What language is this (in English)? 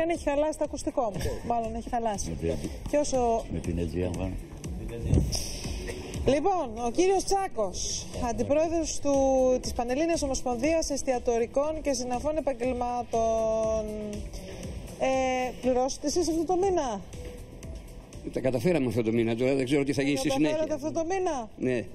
Greek